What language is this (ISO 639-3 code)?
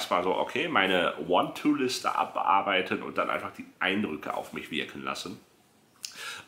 deu